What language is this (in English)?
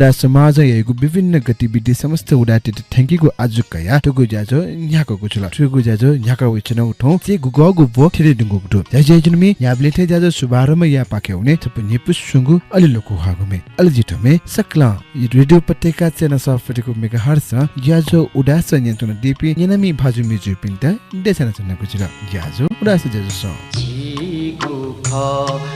Newari